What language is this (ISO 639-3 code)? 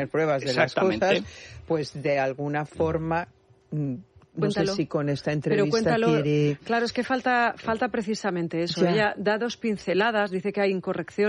spa